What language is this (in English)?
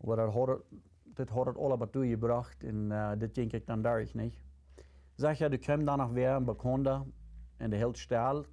Plautdietsch